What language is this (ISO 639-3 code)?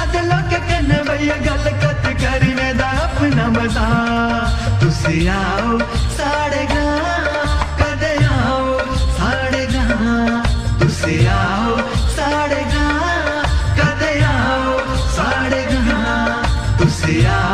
doi